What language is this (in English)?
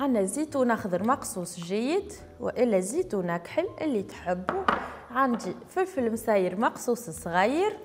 Tunisian Arabic